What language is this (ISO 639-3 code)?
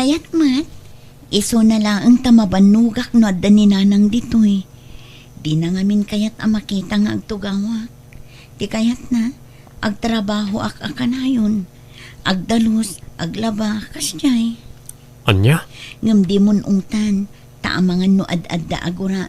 ilo